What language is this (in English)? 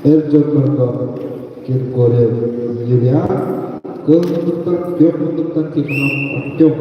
Yakut